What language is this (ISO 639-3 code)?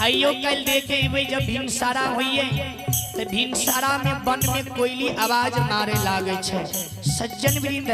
mai